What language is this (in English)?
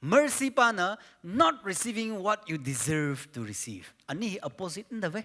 Tangkhul Naga (India)